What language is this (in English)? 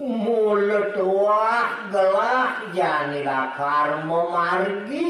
Balinese